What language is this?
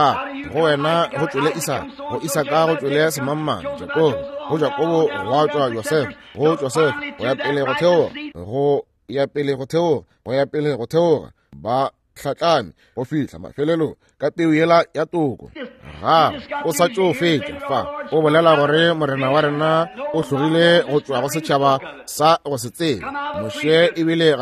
Northern Sotho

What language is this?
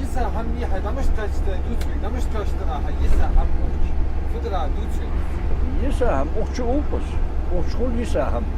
Ingush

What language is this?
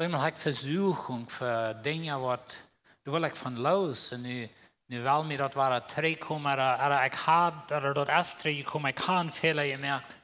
Plautdietsch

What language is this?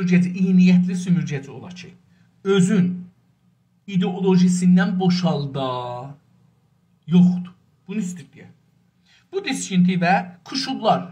South Azerbaijani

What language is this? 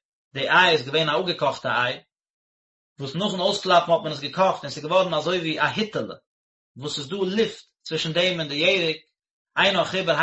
Yiddish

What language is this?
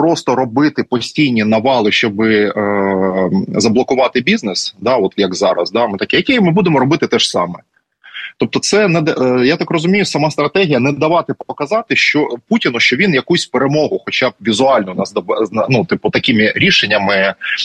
Ukrainian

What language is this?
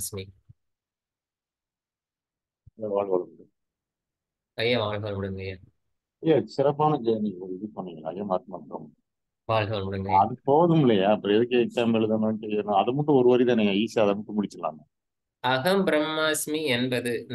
Tamil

